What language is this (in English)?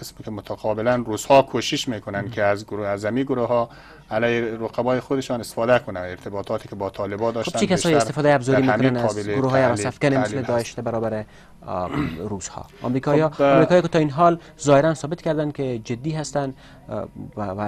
Persian